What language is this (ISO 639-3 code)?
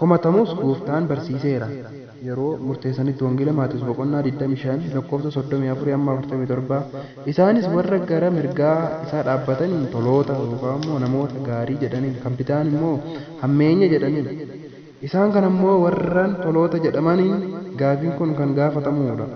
orm